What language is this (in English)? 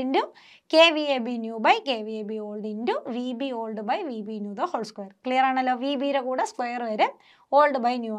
Malayalam